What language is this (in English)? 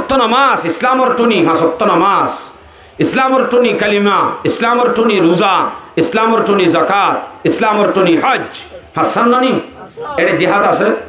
Rohingya